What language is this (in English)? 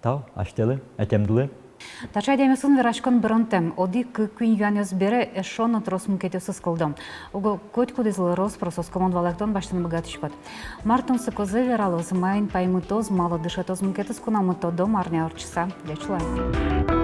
Udmurt